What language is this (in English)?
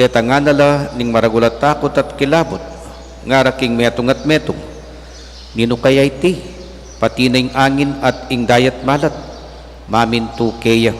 Pampanga